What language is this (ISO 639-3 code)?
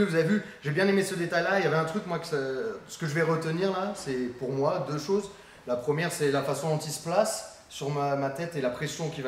fra